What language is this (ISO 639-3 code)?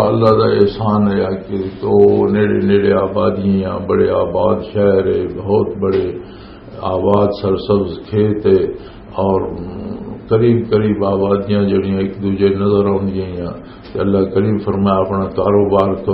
lah